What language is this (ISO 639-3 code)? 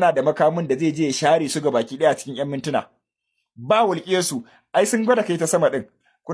hau